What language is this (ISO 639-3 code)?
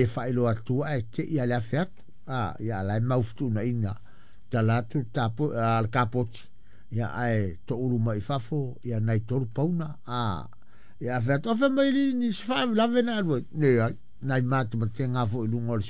smo